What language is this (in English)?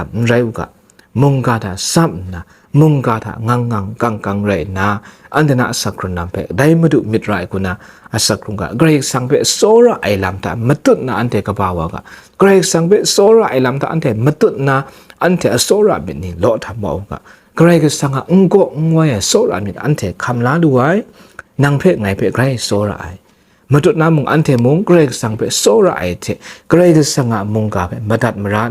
Kachin